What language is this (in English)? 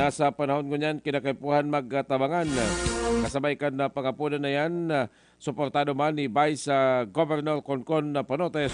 Bikol